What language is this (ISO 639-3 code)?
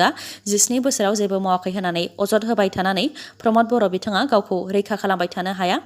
brx